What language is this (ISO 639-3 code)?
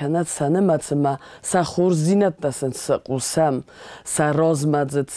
oss